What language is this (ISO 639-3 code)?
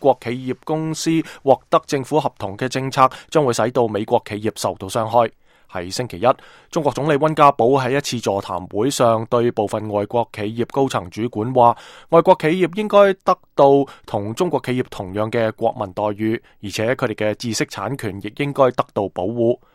yue